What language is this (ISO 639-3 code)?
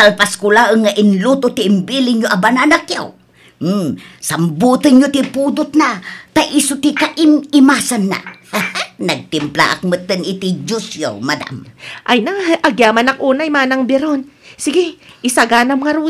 ilo